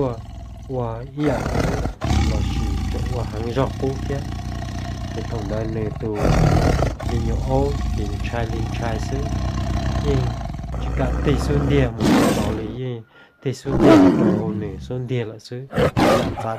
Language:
Hmong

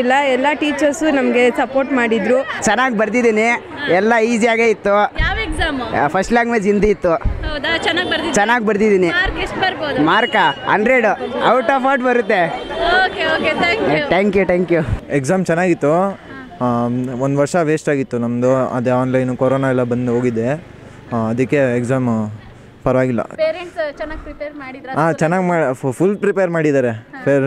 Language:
Kannada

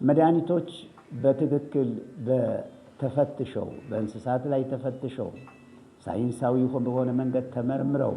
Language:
Amharic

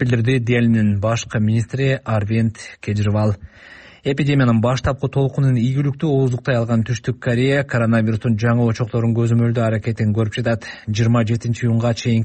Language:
Kyrgyz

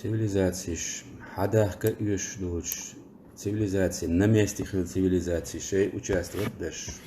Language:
Chechen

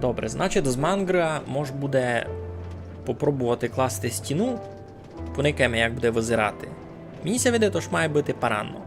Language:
Rusyn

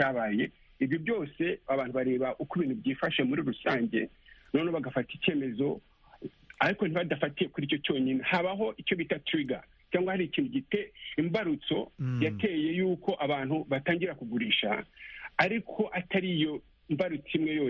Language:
Kinyarwanda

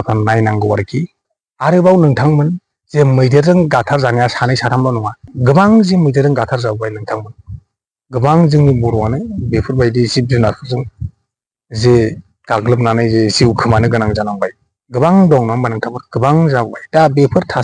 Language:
Bodo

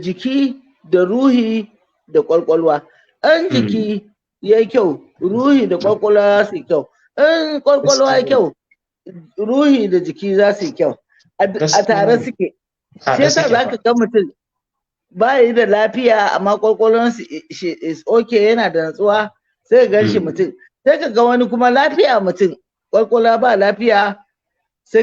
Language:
Hausa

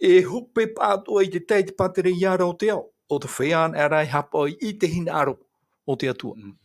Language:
Tahitian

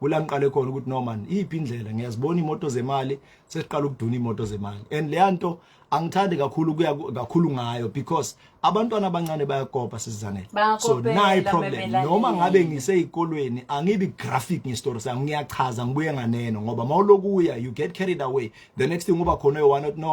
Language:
Zulu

